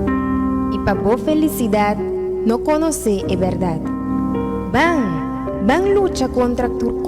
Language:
Papiamento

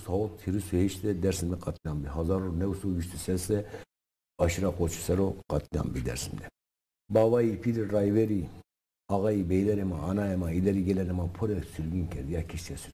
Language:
Zaza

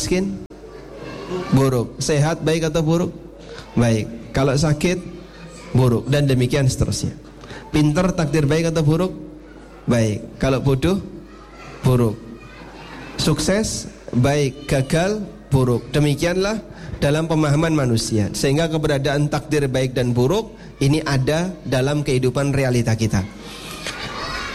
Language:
Indonesian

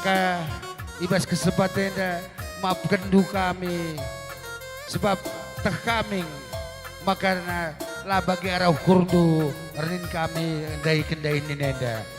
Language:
Batak Karo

